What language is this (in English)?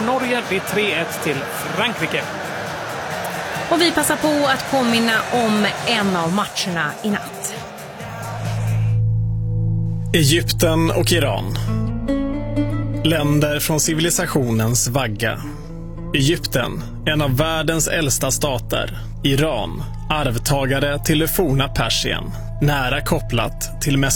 Swedish